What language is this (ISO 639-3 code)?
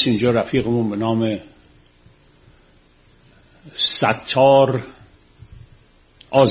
fas